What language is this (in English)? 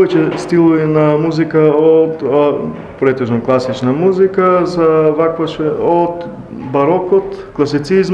Macedonian